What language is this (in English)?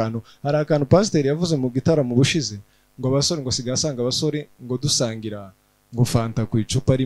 Kinyarwanda